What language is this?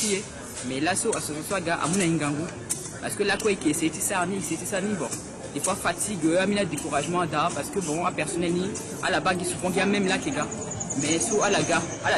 Sango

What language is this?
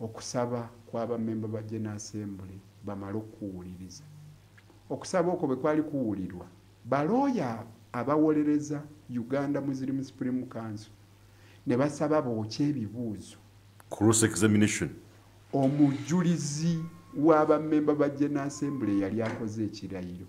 Ganda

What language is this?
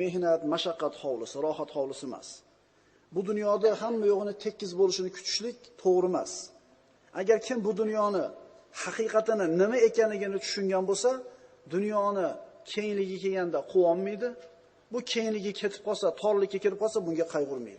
Uzbek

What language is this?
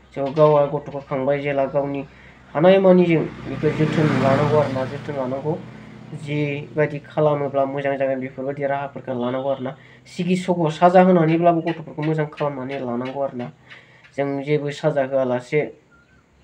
Bodo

